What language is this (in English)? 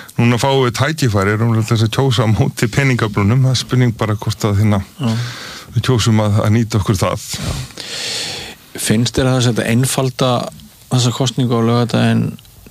Icelandic